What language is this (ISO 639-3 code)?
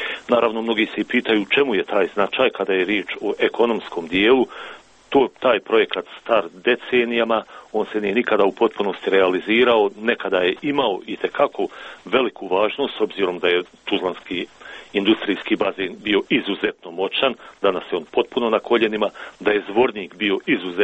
srp